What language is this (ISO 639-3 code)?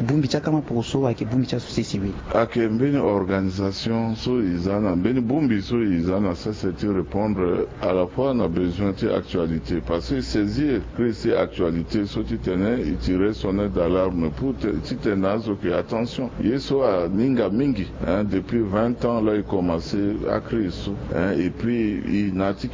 sag